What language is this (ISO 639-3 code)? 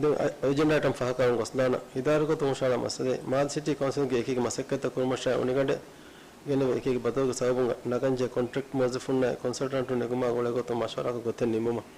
div